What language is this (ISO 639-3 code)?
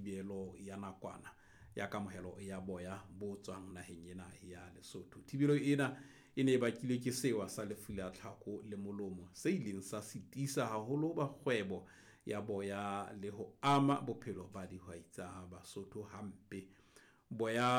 sot